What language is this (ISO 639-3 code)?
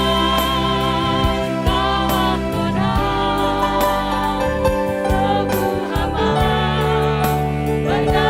bts